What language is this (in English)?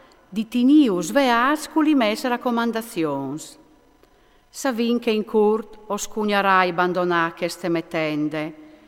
Friulian